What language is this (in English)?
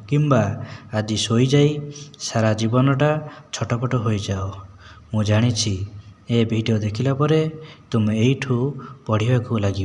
Odia